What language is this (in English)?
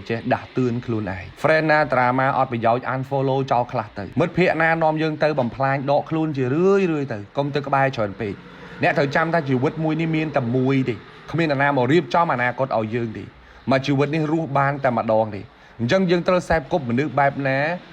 Khmer